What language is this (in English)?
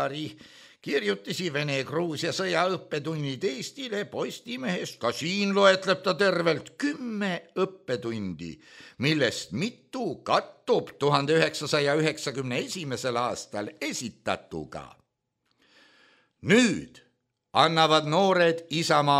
Estonian